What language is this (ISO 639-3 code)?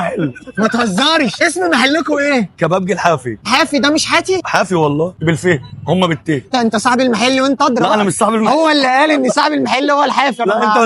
arz